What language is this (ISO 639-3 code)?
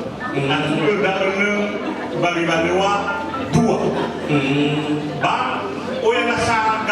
nia